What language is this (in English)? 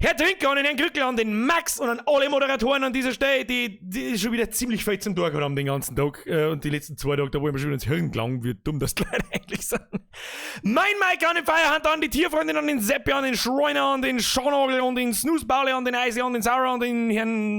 Bavarian